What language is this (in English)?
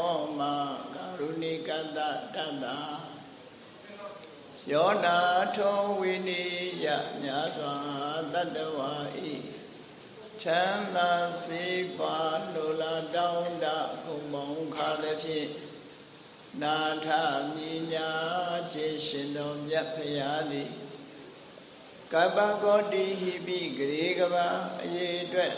Burmese